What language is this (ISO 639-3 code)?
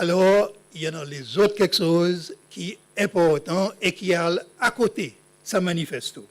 crs